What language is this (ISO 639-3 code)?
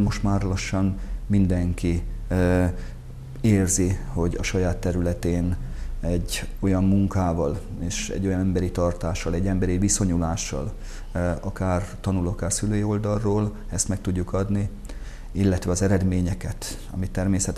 hun